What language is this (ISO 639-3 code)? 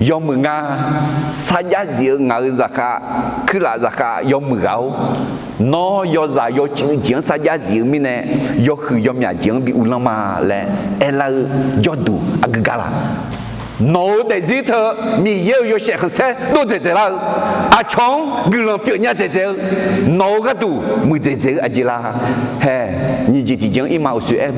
ahk